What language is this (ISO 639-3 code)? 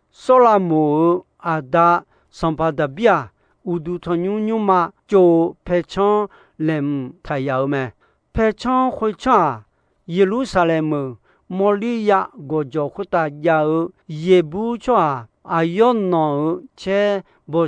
ahk